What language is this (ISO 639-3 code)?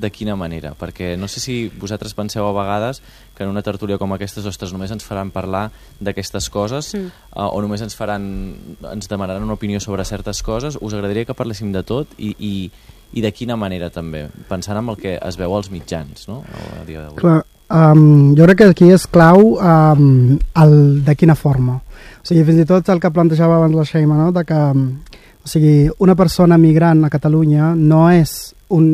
cat